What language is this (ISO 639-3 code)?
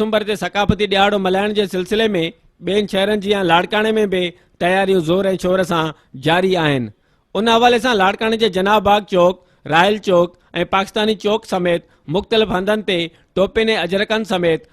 snd